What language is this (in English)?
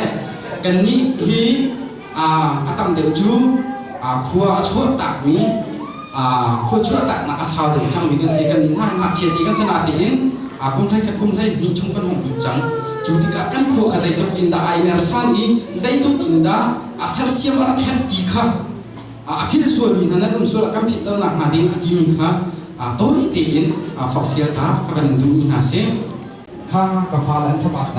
Hakha Chin